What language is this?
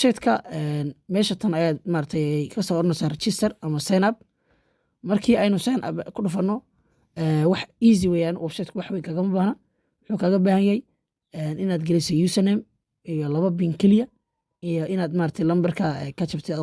Somali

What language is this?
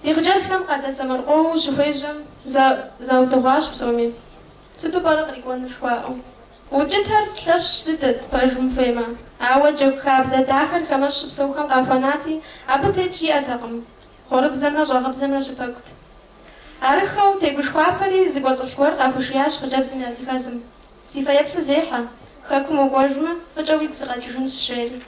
Kabardian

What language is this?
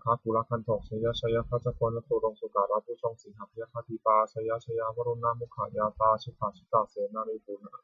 Pali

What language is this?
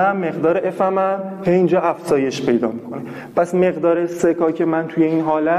Persian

